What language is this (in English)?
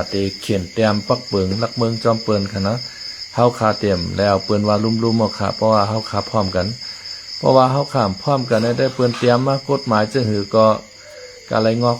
Shan